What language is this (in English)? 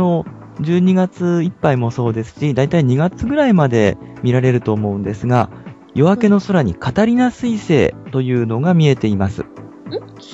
Japanese